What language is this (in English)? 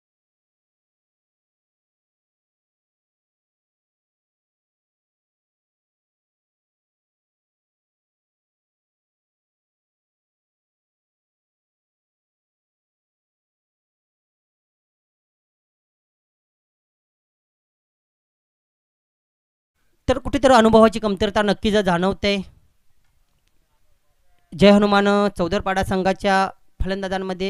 Marathi